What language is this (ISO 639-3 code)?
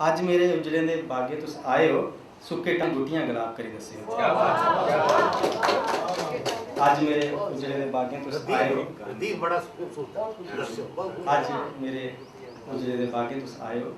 doi